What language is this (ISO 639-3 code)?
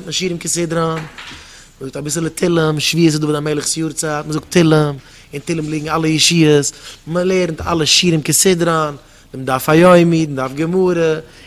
yid